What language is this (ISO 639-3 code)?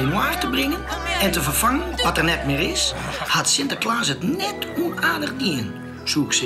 fry